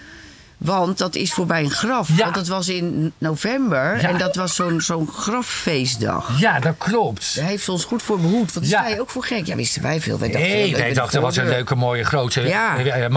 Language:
Dutch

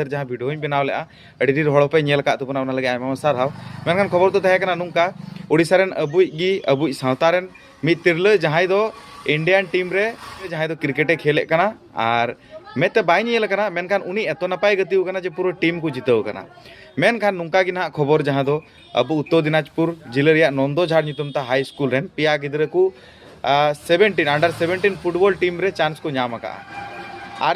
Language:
Santali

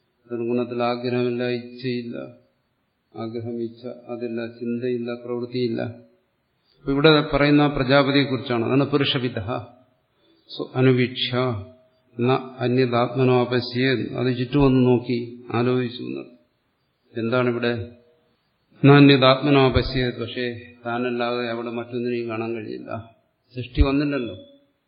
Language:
Malayalam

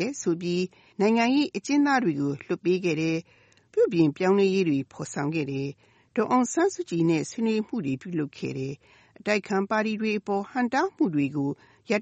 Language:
Burmese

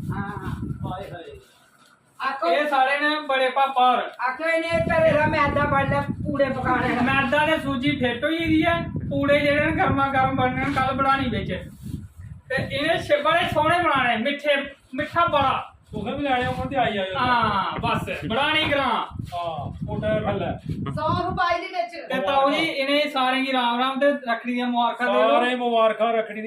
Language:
Dogri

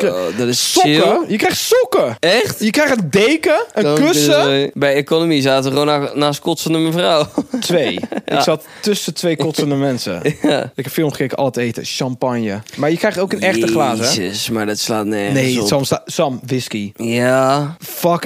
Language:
Dutch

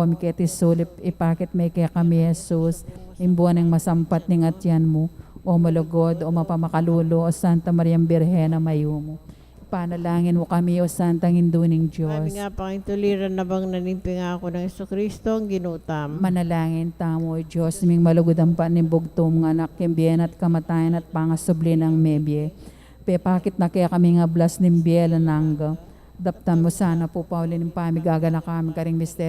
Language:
Pampanga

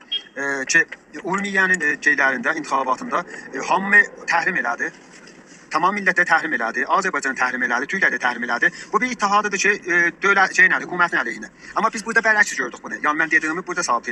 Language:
South Azerbaijani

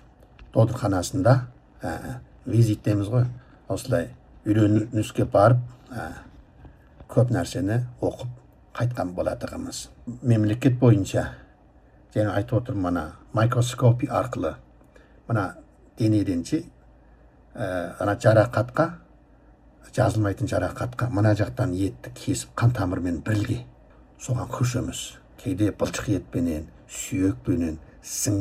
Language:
Kazakh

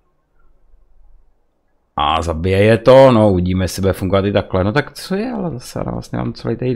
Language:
Czech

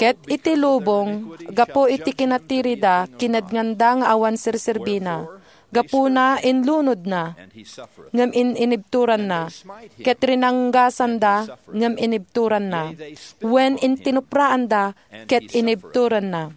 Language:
Iloko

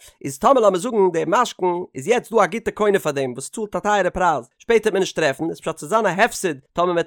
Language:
Yiddish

